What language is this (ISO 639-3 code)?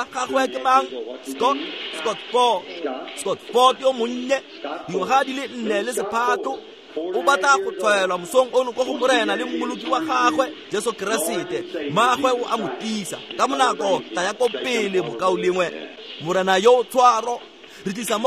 tsn